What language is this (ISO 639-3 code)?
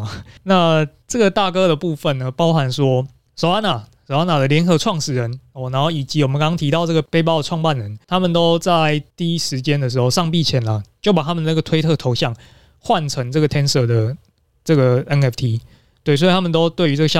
zho